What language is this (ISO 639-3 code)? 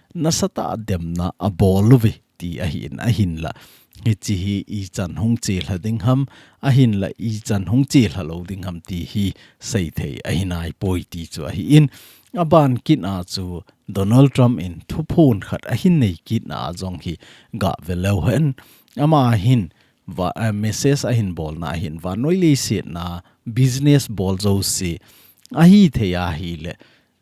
tcz